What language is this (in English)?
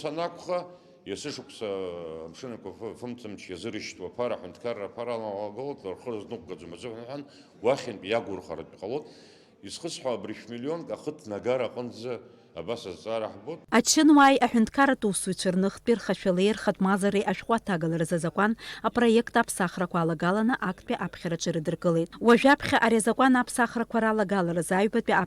Abkhazian